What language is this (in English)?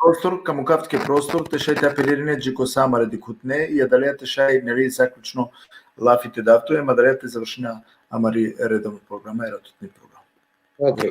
Balkan Romani